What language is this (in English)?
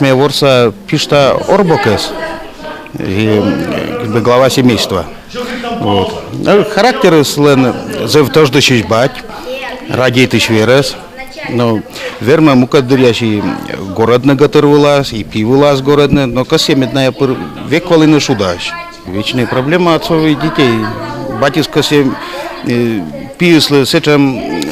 Komi